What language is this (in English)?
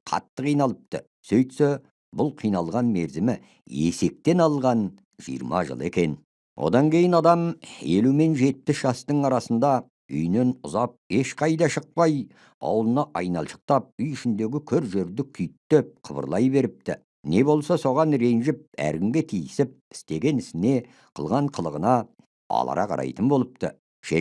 Kazakh